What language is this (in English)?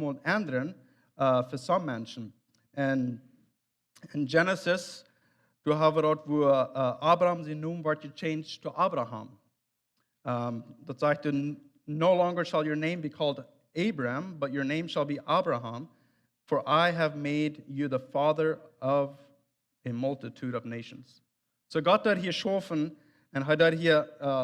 Plautdietsch